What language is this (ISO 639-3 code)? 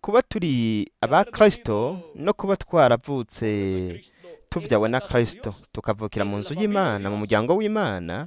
run